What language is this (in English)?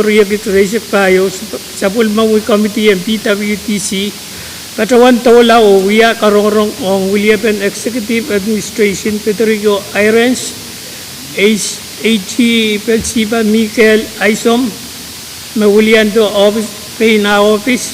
Pohnpeian